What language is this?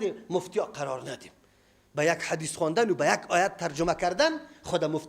Persian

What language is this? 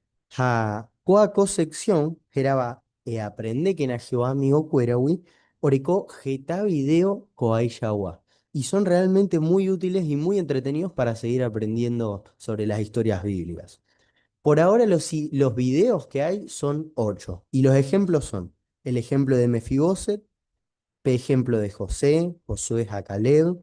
Guarani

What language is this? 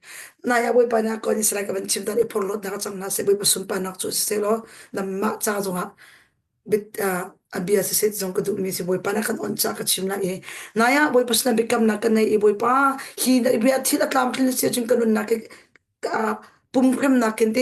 Hakha Chin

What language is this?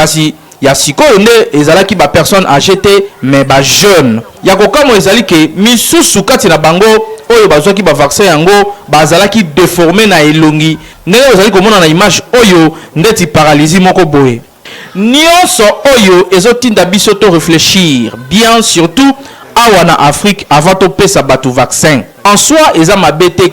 Lingala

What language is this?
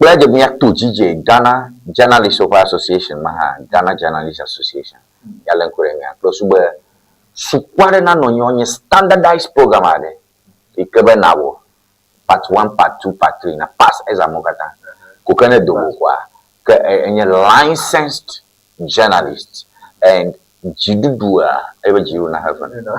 Ewe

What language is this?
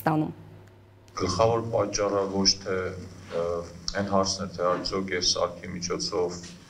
Armenian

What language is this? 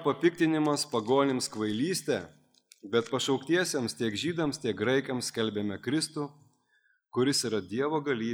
Lithuanian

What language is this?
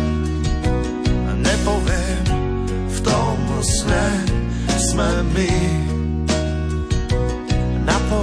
Slovak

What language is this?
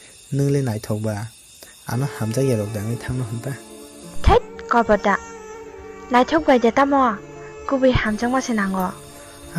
Kok Borok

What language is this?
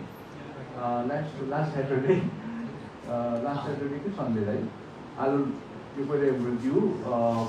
Newari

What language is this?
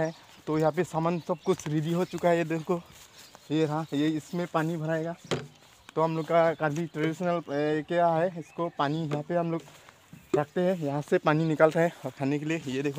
Karbi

